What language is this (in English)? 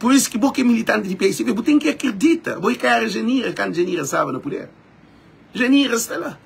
Kabuverdianu